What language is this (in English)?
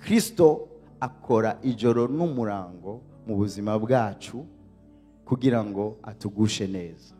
Rundi